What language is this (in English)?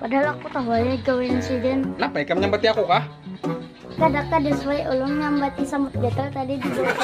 Banjar